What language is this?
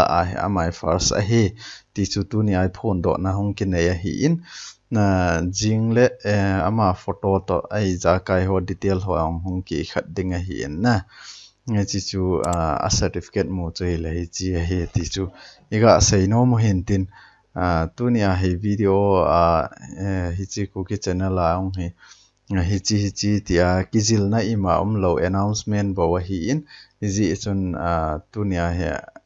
Thado Chin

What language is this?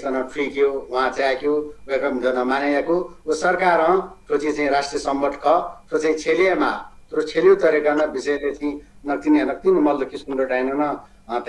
Newari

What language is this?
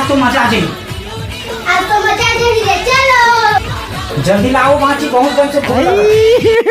Chhattisgarhi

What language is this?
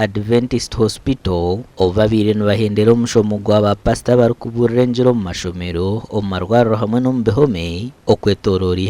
Nyankole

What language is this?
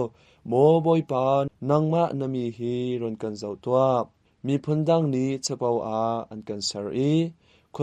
Hakha Chin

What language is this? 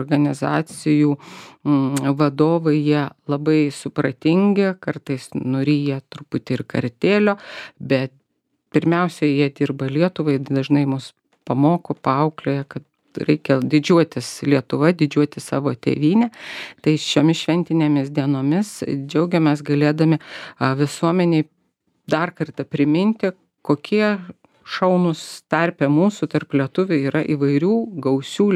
Lithuanian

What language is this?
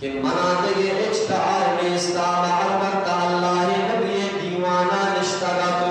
Eastern Balochi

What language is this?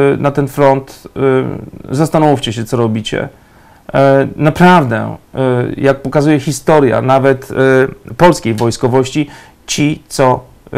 Polish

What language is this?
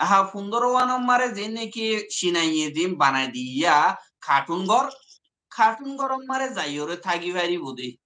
Rohingya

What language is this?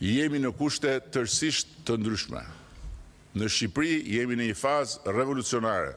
Albanian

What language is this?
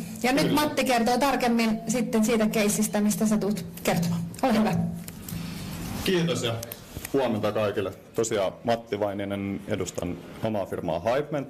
Finnish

